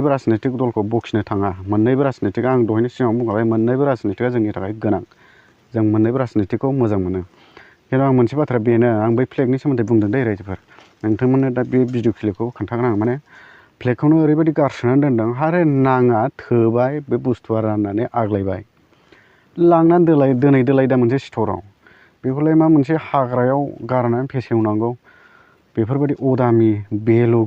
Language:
Bodo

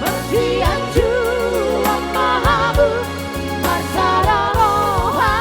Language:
Batak Toba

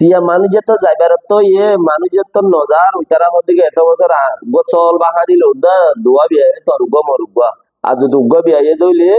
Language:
Rohingya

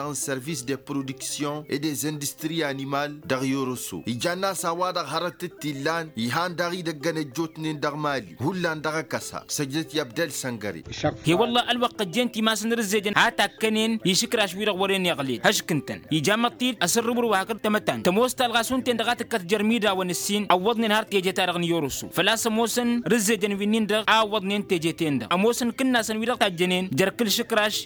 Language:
Tamasheq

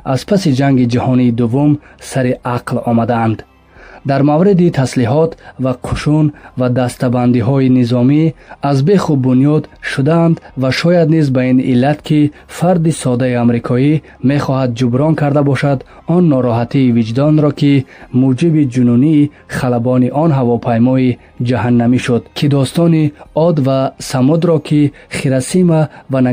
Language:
Tajik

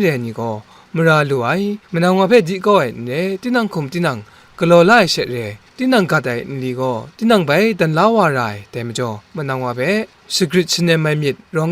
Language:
Kachin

